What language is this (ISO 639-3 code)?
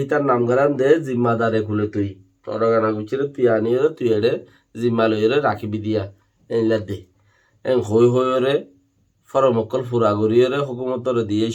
rhg